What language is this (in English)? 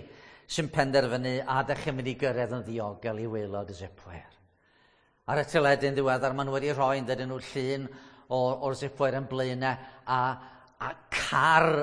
Welsh